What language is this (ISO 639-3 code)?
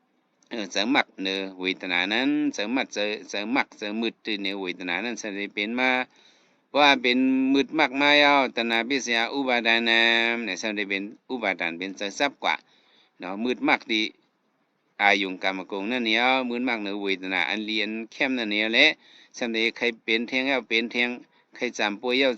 shn